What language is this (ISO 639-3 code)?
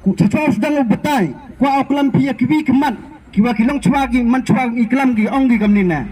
kha